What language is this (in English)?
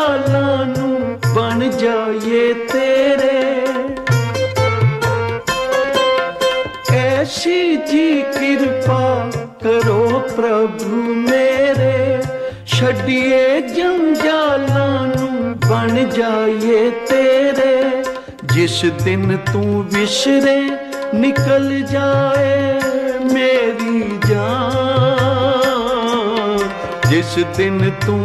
Punjabi